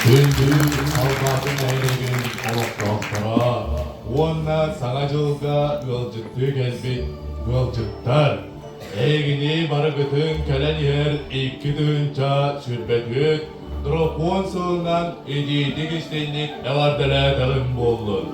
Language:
Yakut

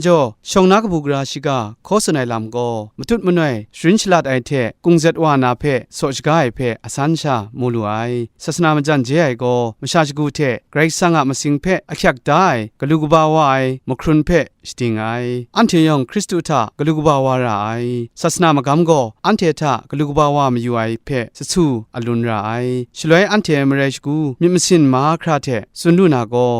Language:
Kachin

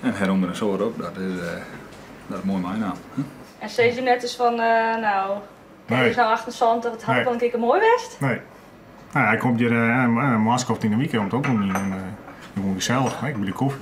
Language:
Western Frisian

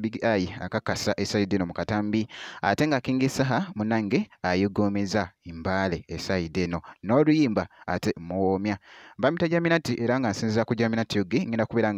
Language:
Ganda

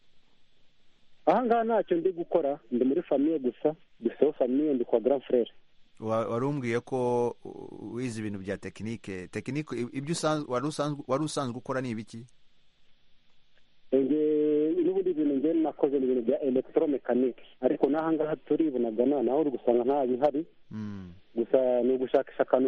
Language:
Kinyarwanda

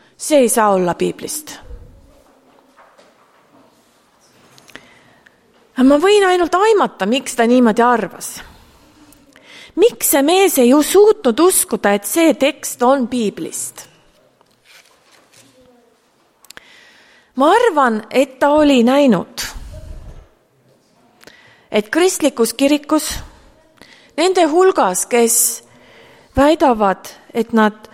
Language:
Estonian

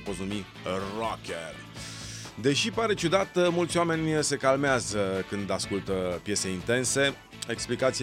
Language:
Romanian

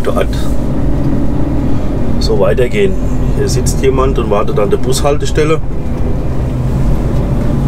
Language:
German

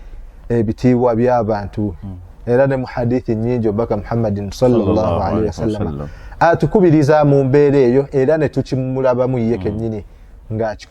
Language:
Ganda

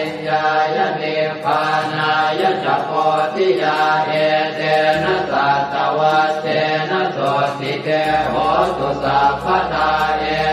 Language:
Pali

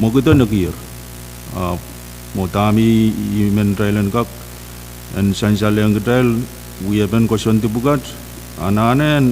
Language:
Pohnpeian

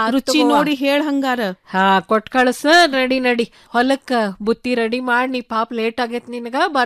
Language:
Kannada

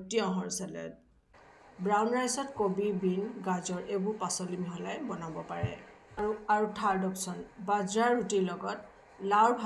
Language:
Assamese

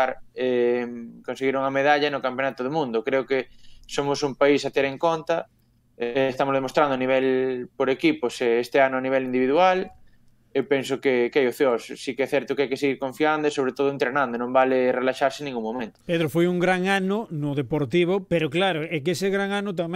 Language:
Galician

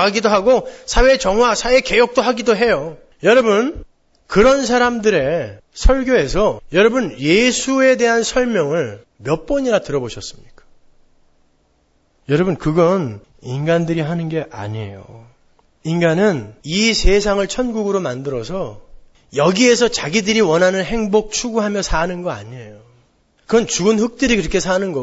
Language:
Korean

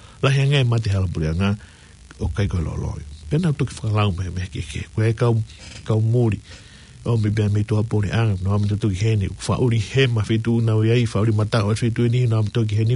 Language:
Tongan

